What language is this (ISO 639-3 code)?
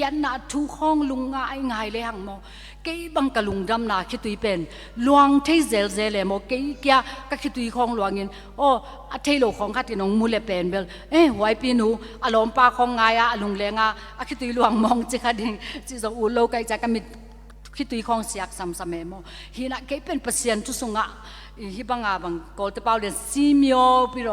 ctd